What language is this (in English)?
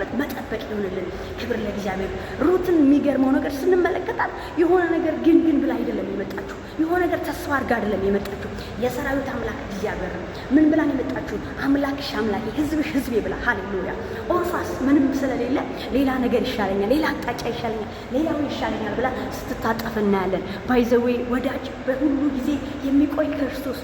Amharic